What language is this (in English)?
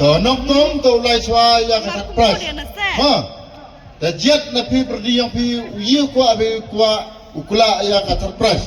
Khasi